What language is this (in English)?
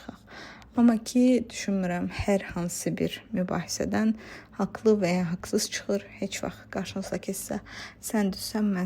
Azerbaijani